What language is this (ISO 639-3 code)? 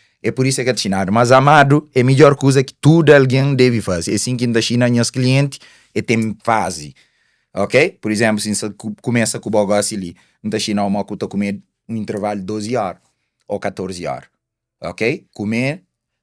kea